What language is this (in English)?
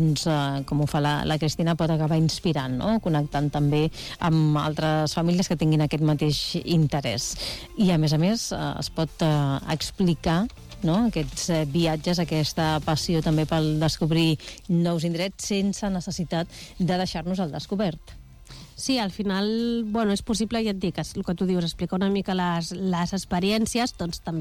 Catalan